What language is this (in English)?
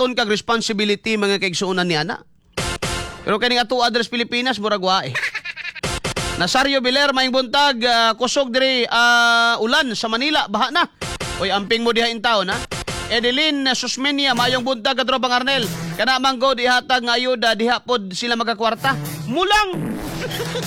Cebuano